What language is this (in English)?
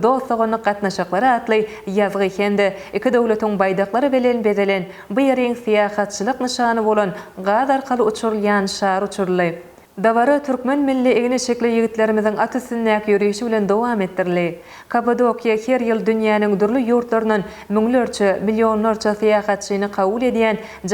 Turkmen